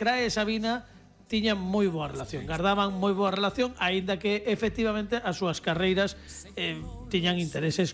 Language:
Galician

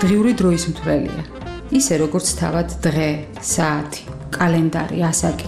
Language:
Georgian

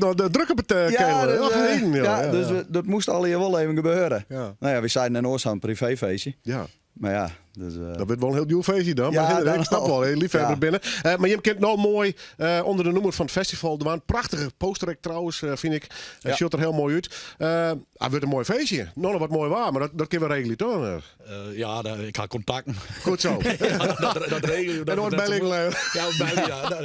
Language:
Western Frisian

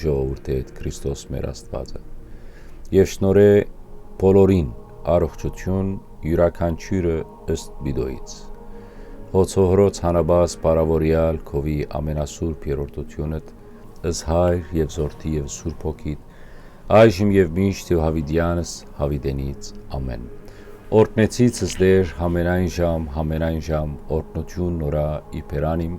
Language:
Western Armenian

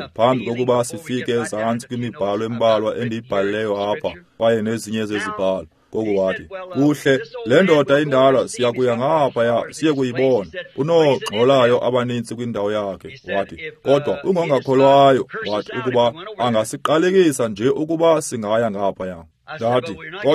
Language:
Xhosa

